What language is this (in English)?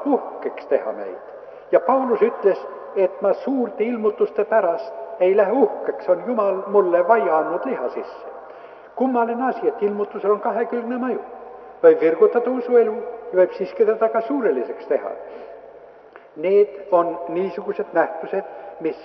Estonian